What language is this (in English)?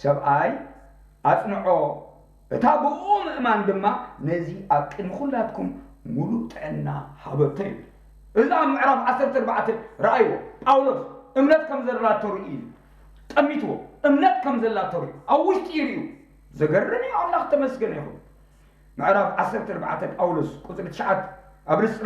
Tigrinya